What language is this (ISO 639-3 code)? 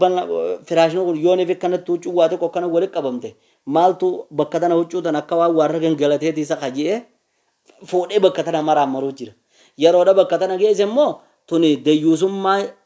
orm